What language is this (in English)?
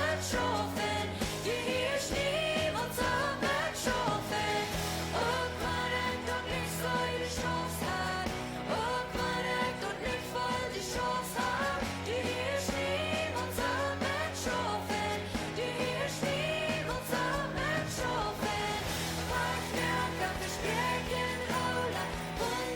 Plautdietsch